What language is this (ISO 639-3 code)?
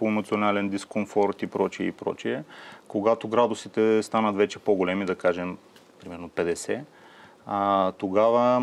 bul